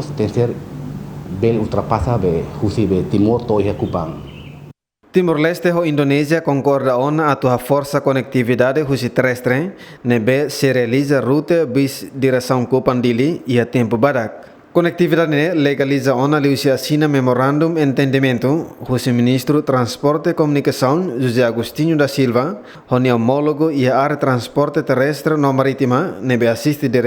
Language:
Tetum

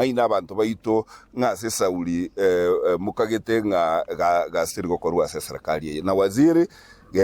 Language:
Gusii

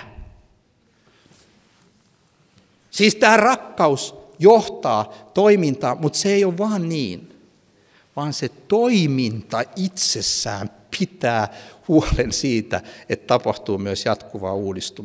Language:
Finnish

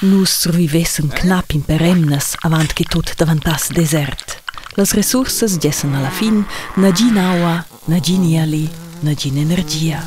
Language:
Romansh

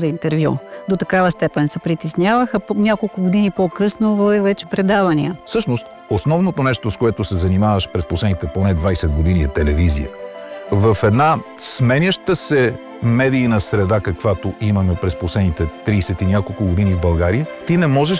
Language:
Bulgarian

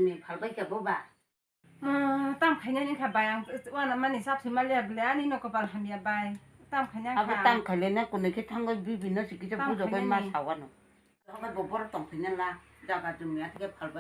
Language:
Kok Borok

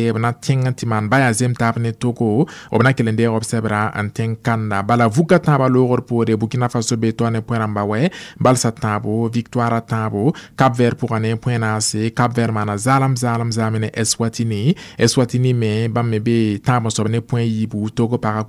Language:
Mossi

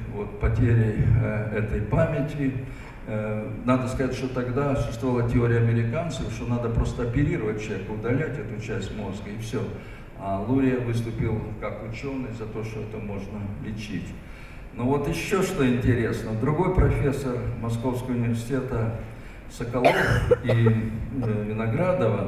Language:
Russian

